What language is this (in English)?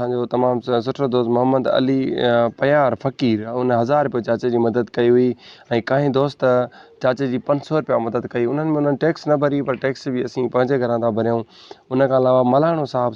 Sindhi